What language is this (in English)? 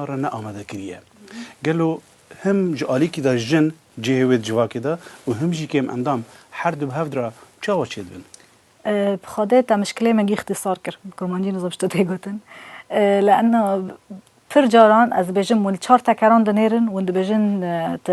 Kurdish